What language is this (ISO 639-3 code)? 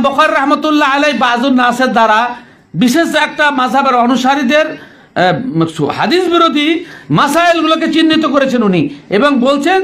ben